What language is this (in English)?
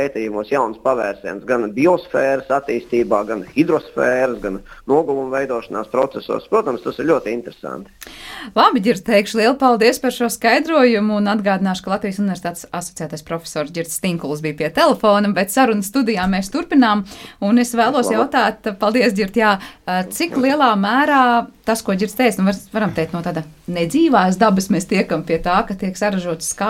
Latvian